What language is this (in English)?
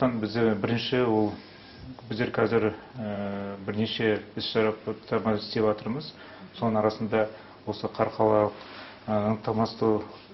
Kazakh